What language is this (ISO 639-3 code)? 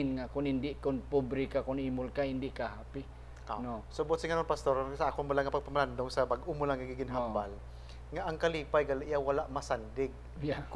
hil